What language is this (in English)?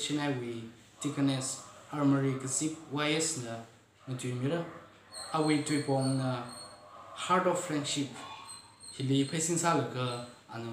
Tangkhul Naga (India)